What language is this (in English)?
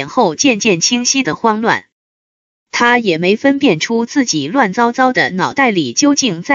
Chinese